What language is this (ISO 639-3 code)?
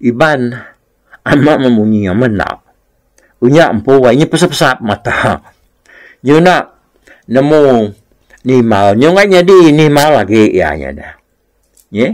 iba